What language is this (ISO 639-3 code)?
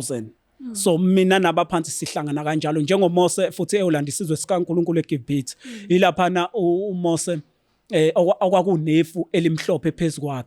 zul